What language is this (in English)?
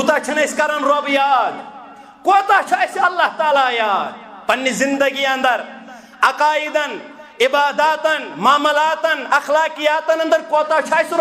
Kashmiri